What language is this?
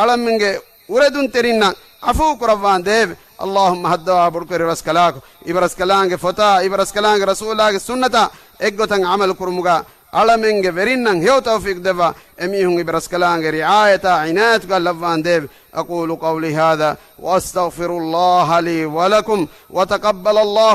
Divehi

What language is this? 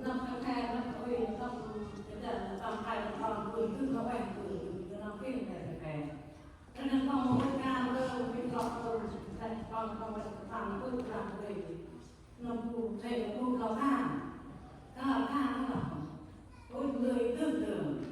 Central Mnong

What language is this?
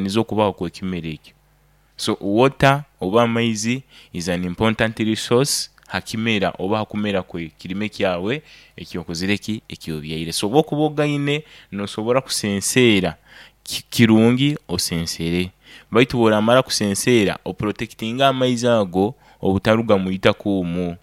Nyoro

